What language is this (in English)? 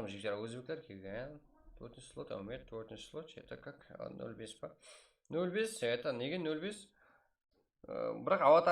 Kara-Kalpak